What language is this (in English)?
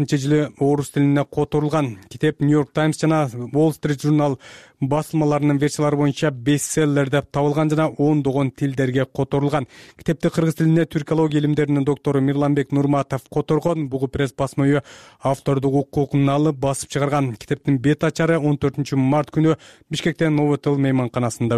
Kyrgyz